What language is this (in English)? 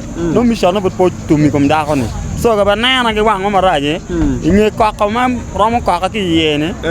Acoli